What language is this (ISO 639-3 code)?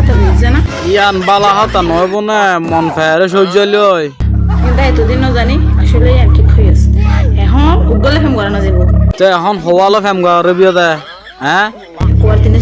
rhg